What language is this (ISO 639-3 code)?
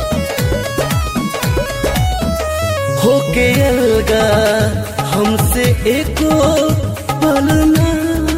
bho